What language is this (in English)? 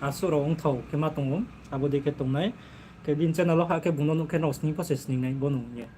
Riang (India)